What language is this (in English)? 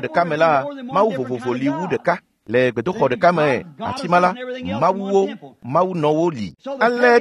Ewe